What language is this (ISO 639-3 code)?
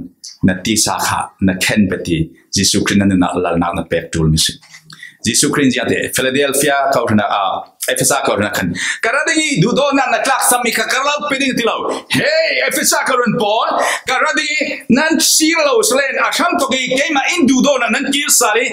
cfm